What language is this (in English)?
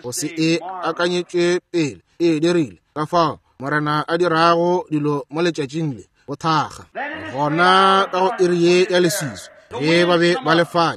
Northern Sotho